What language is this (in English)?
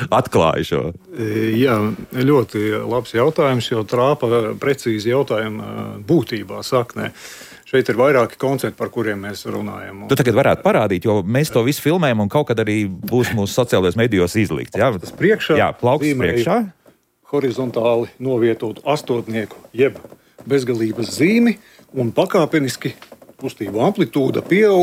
Latvian